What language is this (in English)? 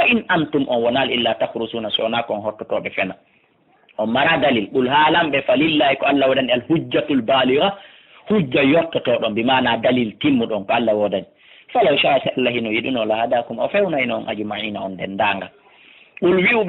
Fula